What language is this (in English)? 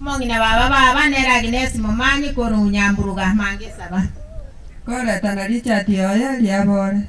Gusii